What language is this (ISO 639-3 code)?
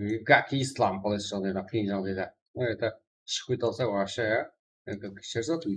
kaa